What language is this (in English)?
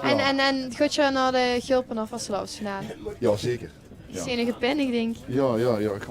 Limburgish